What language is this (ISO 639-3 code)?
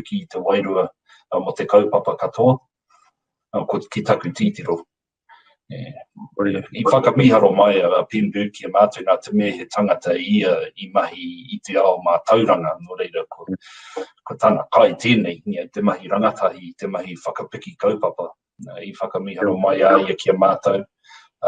mri